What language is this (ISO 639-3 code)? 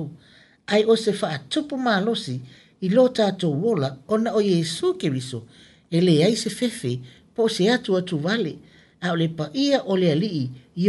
smo